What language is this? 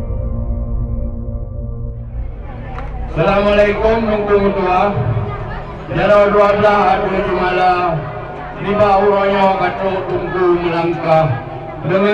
Achinese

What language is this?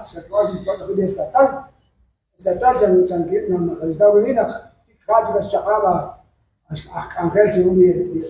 Kekchí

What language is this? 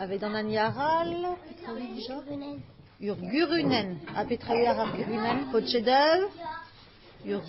Breton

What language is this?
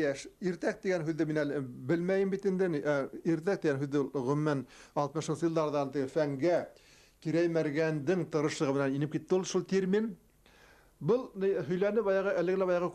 Bashkir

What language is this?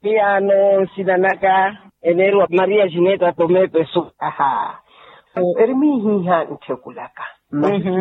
Makhuwa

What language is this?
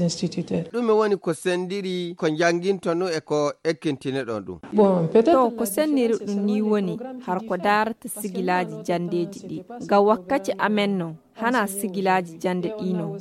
Nigerian Fulfulde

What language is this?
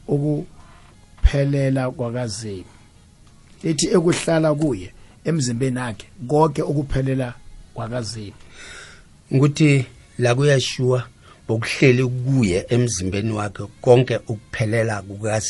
South Ndebele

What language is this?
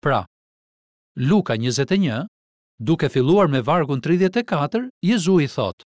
Albanian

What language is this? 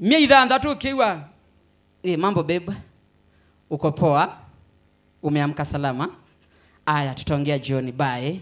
Kamba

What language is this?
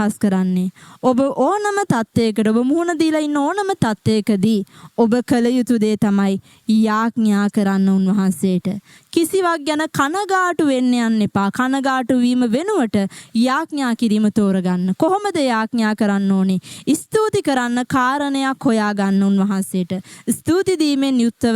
Sinhala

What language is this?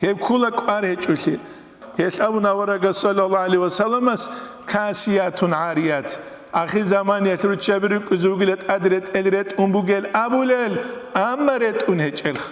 Avaric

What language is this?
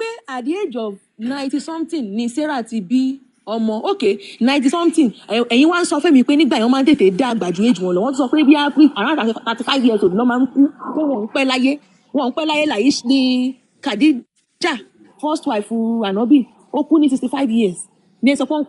Yoruba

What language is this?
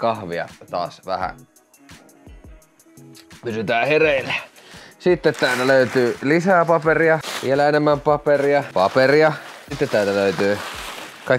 Finnish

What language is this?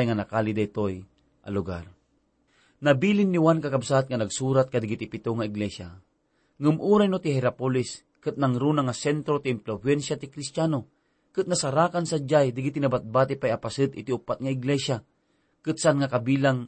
Iloko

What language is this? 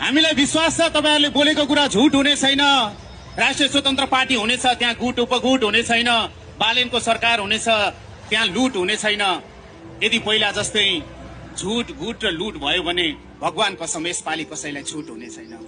Nepali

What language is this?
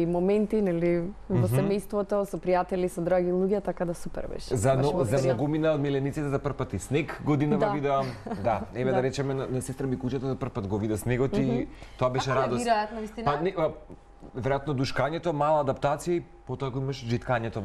Macedonian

